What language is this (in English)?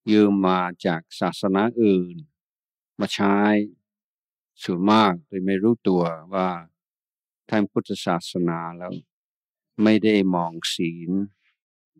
Thai